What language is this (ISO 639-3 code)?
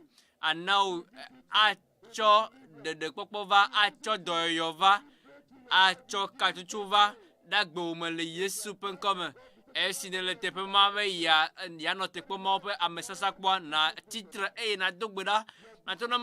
ewe